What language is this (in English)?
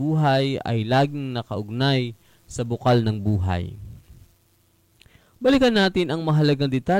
Filipino